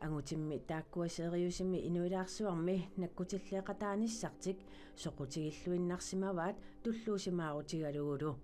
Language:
Kalaallisut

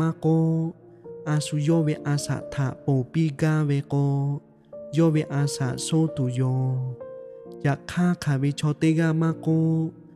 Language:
Lahu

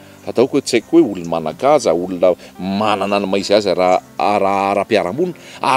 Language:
Malagasy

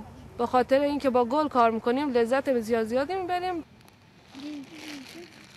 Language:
Persian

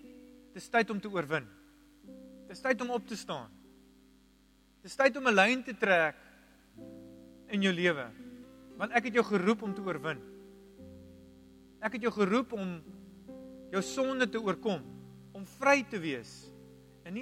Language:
Afrikaans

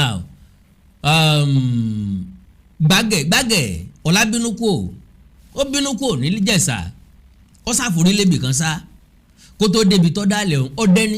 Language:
Yoruba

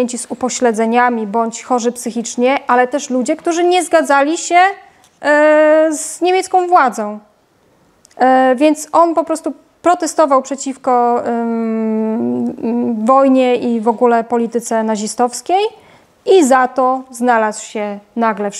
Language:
Polish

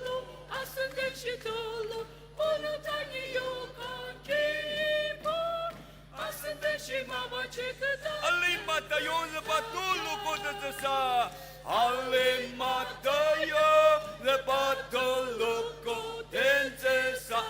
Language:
Ao Naga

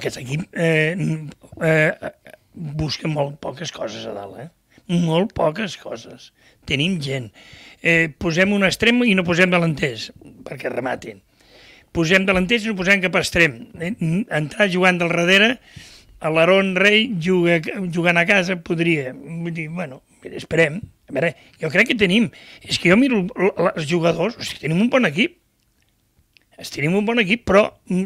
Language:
Catalan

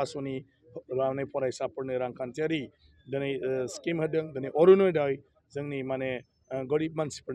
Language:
Bodo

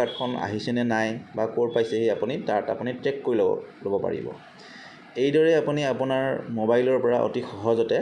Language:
Assamese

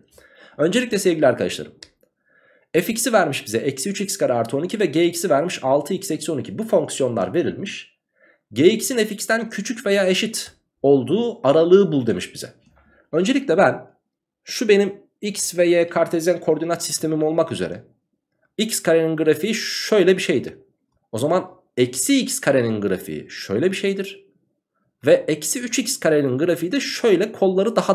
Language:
Turkish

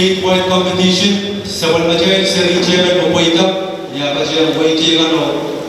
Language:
Pohnpeian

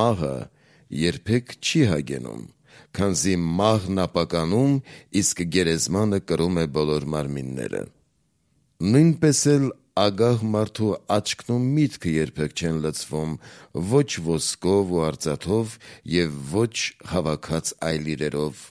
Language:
Armenian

